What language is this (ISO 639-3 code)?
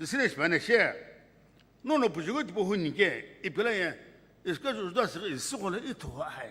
nsm